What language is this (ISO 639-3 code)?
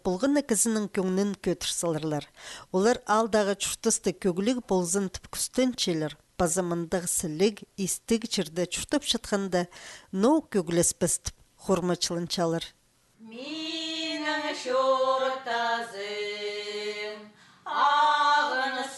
kjh